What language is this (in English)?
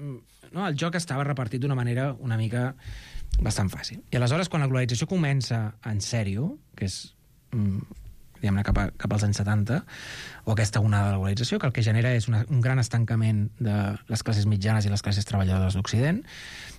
Catalan